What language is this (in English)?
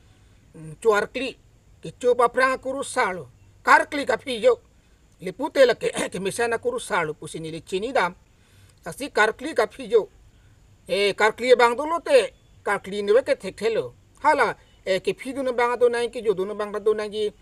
Karbi